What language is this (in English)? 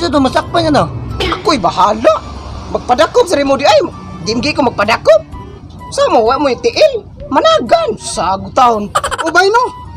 Cebuano